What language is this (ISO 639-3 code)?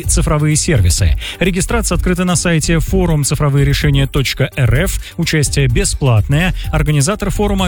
rus